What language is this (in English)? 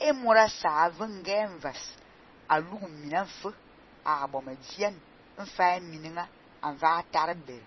Fang